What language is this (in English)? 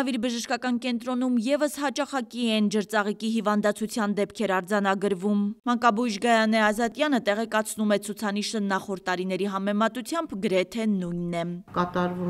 Armenian